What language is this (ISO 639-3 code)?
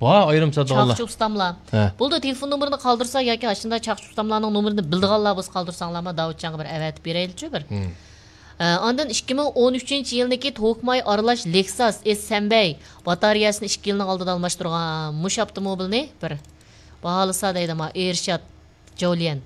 uig